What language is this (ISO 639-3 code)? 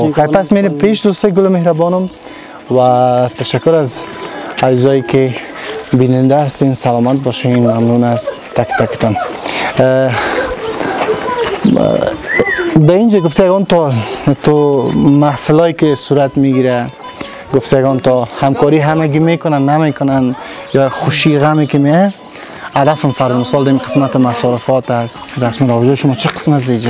fas